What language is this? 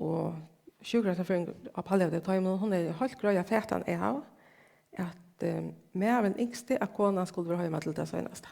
Faroese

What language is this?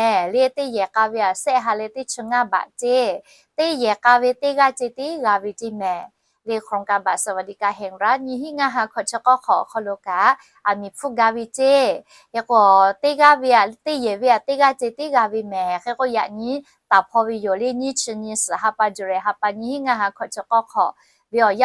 Lahu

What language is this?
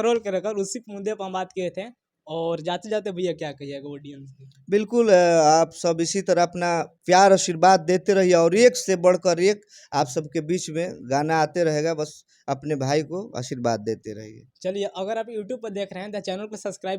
Bhojpuri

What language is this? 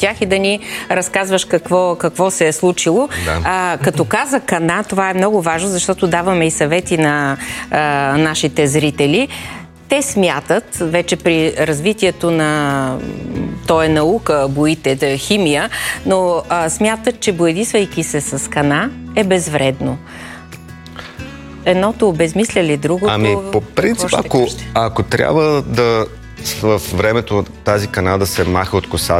Bulgarian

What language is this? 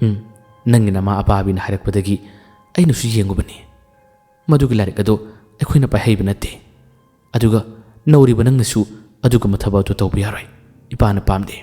Manipuri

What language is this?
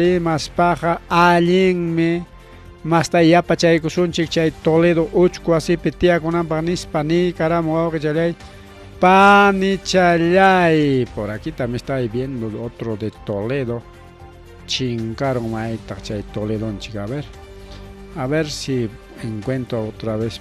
Ayacucho Quechua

